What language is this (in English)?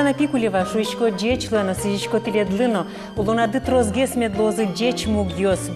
Udmurt